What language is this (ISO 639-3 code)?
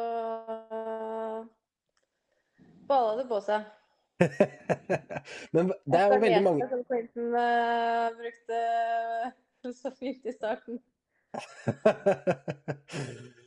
nor